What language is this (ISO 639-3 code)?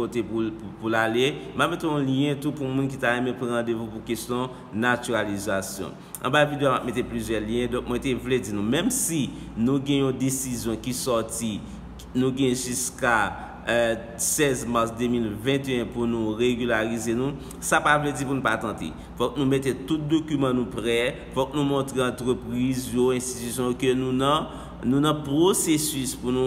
hat